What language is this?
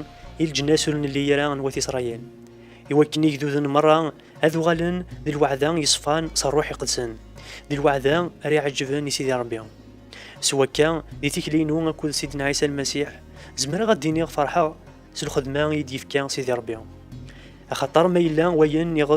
Kabyle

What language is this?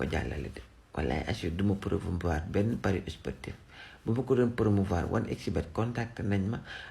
Wolof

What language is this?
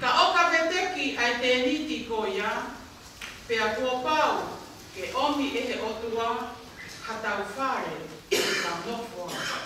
Tongan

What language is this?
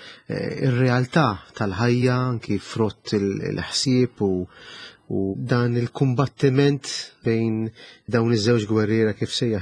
Maltese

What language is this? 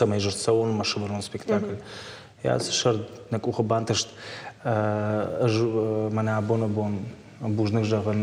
Ossetic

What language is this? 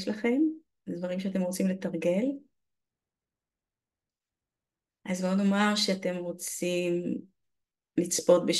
Hebrew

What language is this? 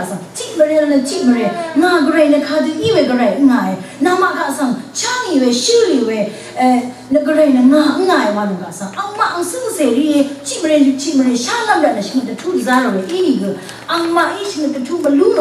Rawang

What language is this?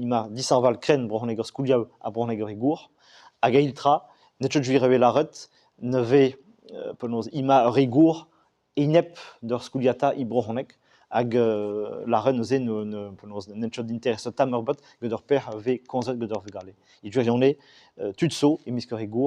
Breton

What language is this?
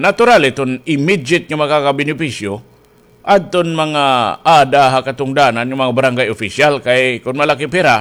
Waray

